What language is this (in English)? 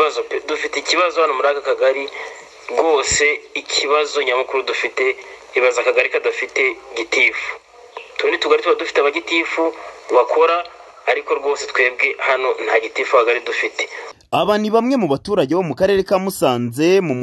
Kinyarwanda